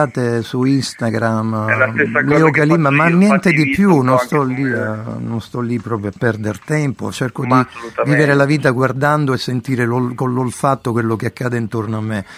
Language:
Italian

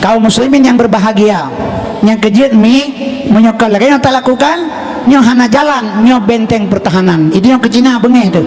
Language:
Achinese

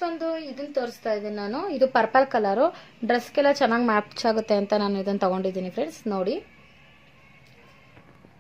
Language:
Kannada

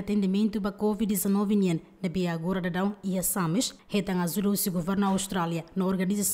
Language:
Tetum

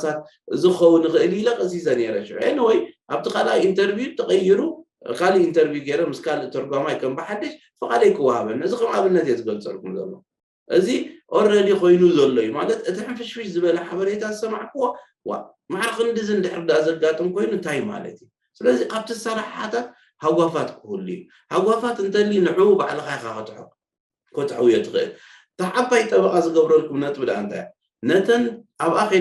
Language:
Tigrinya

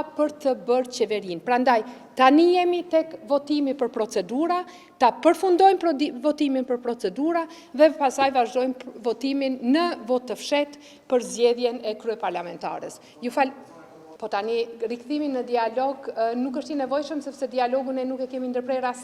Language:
Albanian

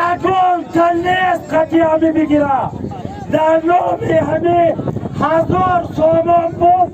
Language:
Tajik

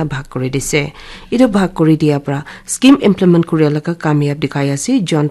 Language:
Naga Pidgin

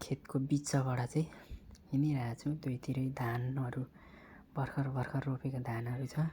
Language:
Nepali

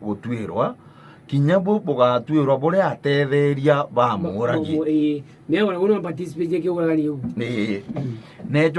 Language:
Meru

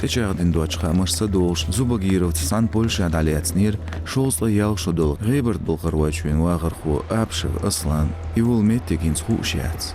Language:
Chechen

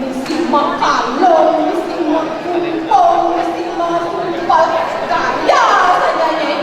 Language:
Balinese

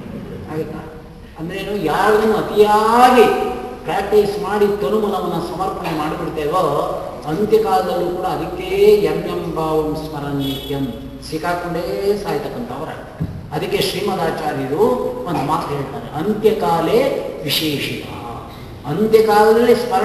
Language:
Kannada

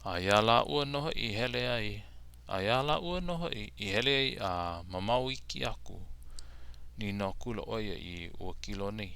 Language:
Hawaiian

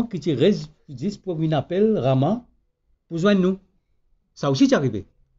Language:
Morisyen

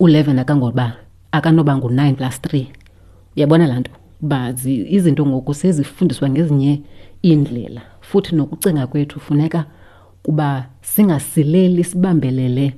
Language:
Xhosa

